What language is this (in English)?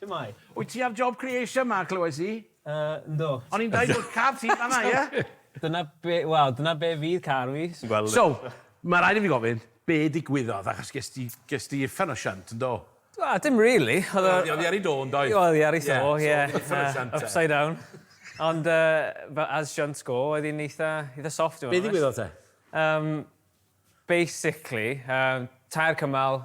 Welsh